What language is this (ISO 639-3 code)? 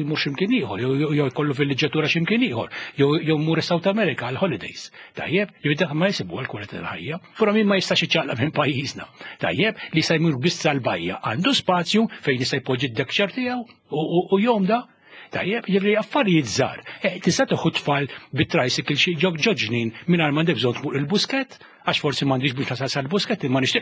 mlt